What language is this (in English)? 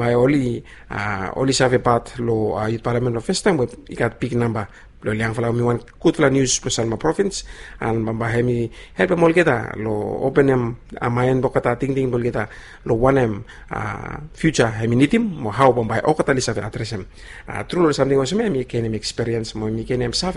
Bislama